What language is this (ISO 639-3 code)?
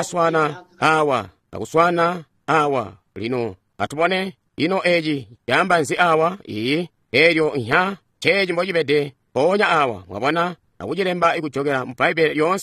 toi